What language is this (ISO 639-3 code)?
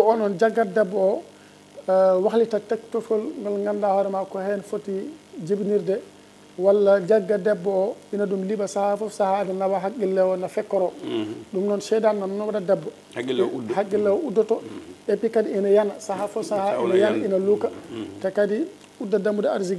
ful